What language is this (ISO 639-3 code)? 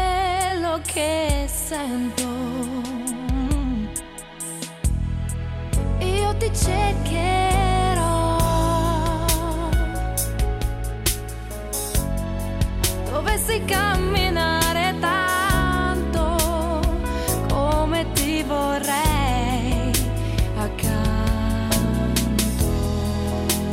ita